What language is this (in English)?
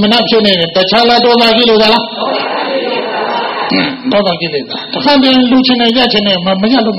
Burmese